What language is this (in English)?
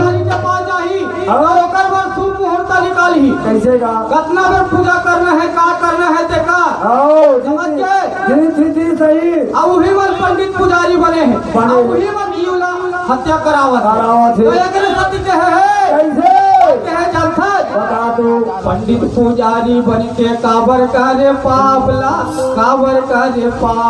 Chhattisgarhi